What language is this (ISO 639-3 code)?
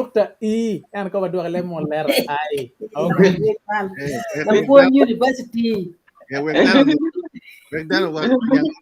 ach